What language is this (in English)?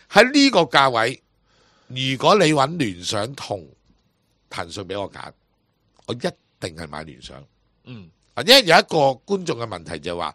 Cantonese